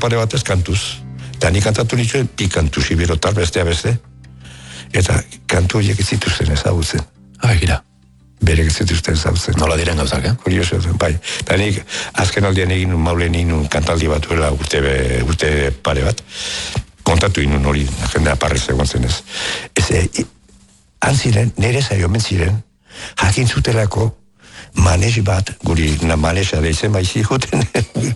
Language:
Basque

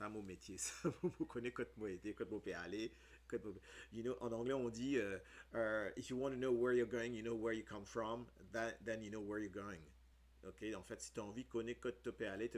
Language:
Morisyen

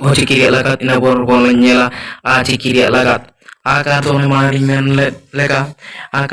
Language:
Santali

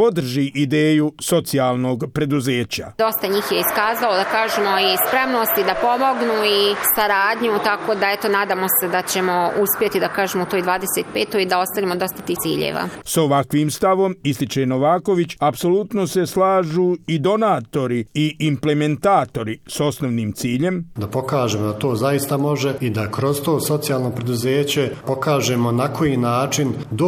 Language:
Croatian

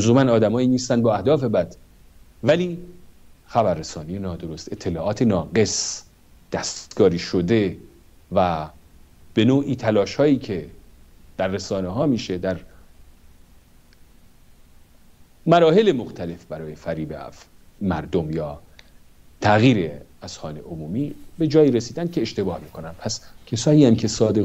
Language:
Persian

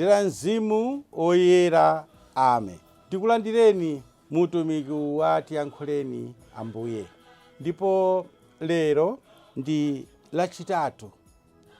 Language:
Nyanja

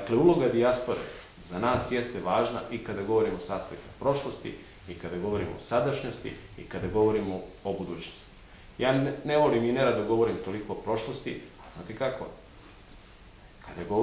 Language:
Serbian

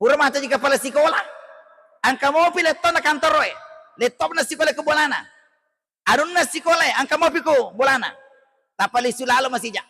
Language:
Buginese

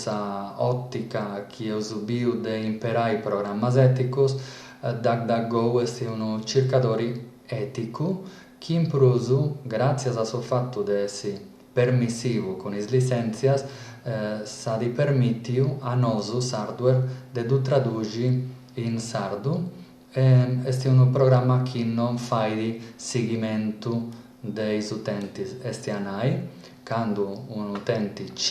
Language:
Sardinian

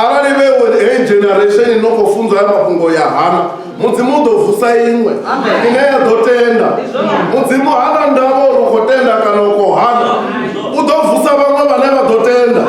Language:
Venda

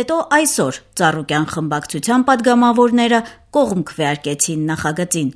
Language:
Armenian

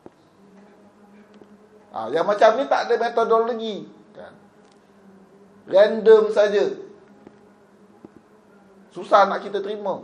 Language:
Malay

